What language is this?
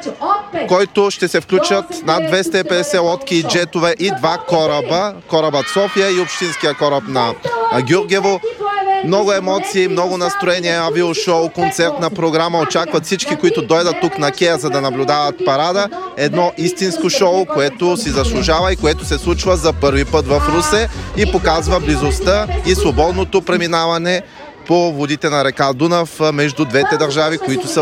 Bulgarian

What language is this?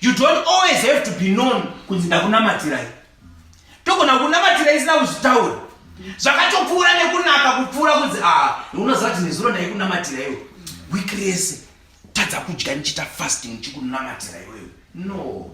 Shona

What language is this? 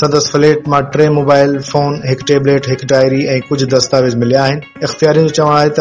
Sindhi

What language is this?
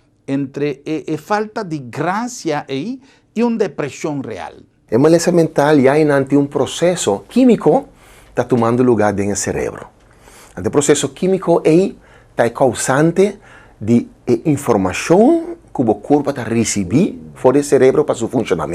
Papiamento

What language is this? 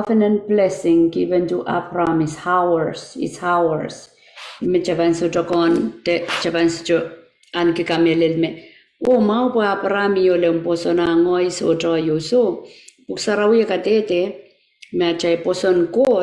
Pohnpeian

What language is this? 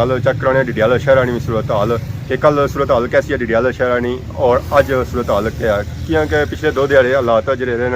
Pahari-Potwari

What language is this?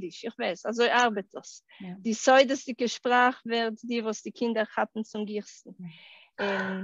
Yiddish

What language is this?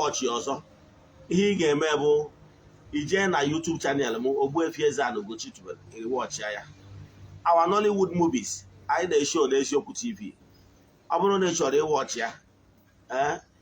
Igbo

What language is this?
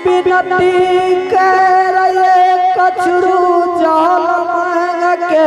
Angika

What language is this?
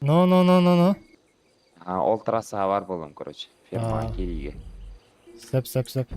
Yakut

